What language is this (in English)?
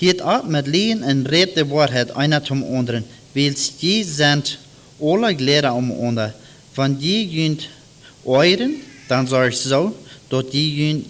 Plautdietsch